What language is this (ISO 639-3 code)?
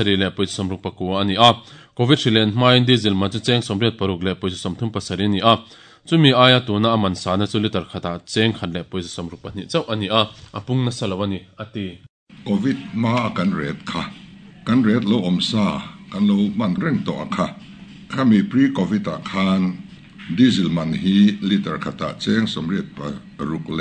lus